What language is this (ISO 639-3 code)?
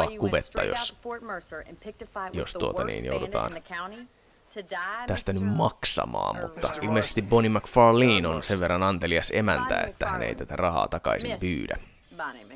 fin